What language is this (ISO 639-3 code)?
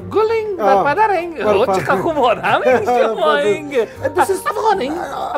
fas